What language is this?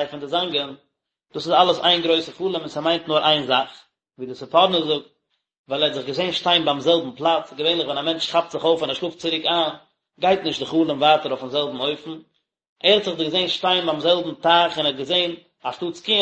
Yiddish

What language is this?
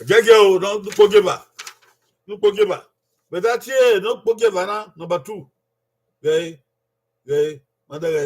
Bini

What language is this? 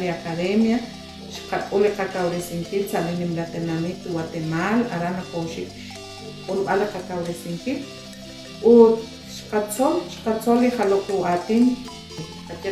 Kekchí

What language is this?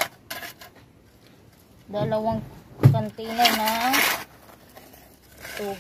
Filipino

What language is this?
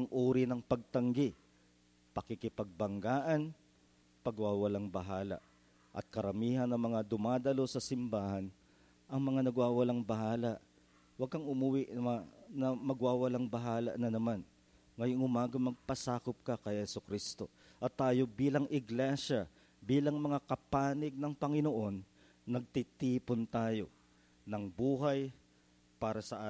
Filipino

